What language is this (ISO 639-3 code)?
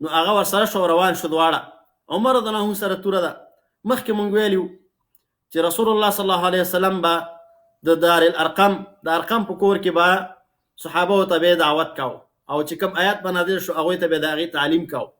pus